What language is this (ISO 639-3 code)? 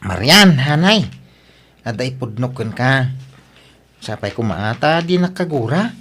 ilo